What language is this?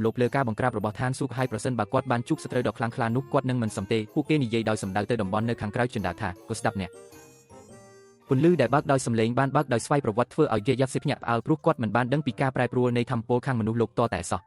Khmer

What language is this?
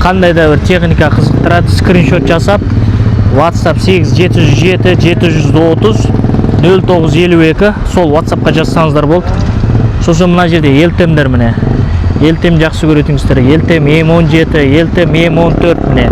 Kazakh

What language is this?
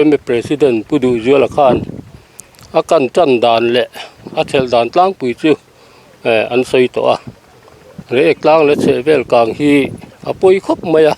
Mizo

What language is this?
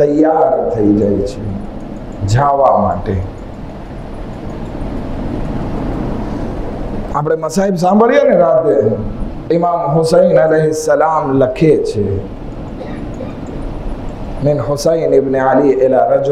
Gujarati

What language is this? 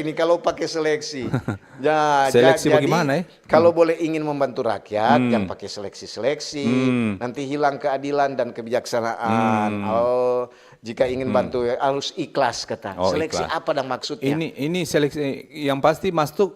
Manado Malay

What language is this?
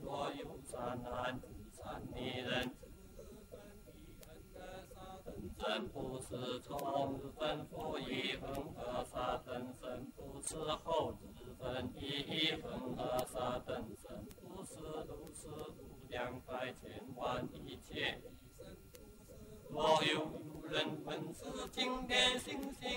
Chinese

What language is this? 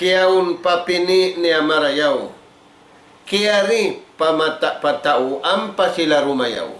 Tausug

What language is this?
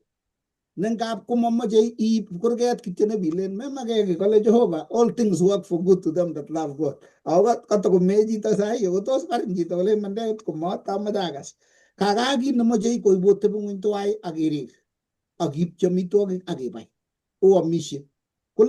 Kalenjin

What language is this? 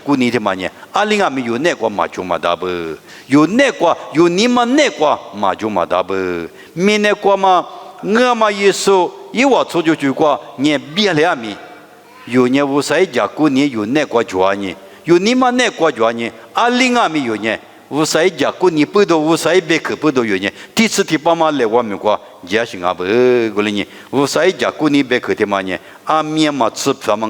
Lisu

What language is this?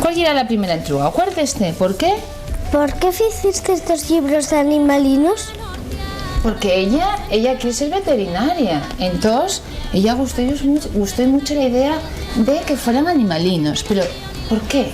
Asturian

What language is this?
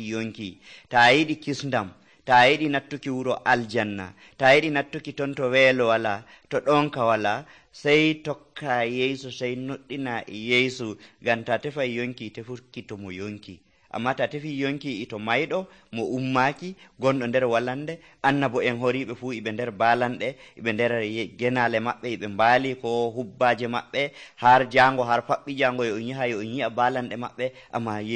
Nigerian Fulfulde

